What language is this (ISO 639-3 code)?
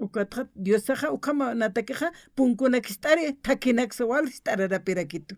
aym